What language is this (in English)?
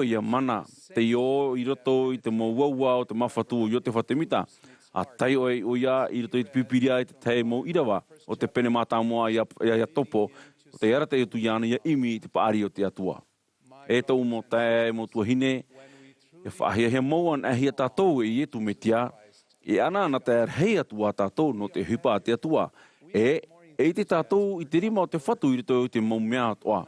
Tahitian